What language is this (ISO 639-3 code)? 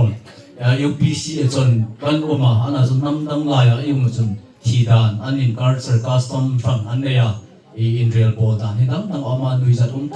hmr